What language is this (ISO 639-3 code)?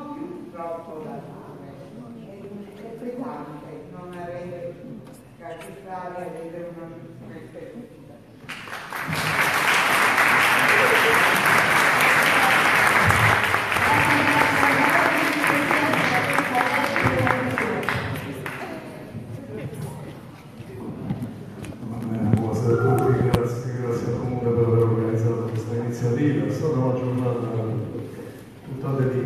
ita